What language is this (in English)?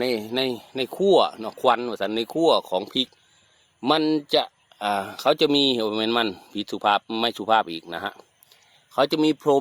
Northeastern Thai